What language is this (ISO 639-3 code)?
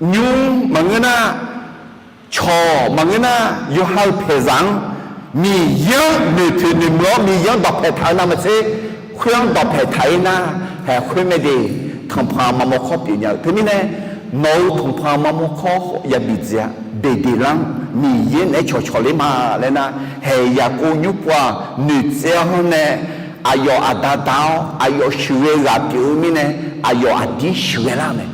ahk